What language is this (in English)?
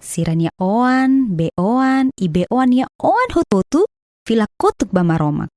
Tetum